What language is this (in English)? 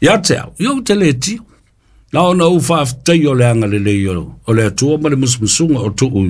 Samoan